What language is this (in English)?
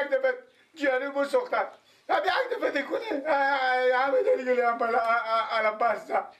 Persian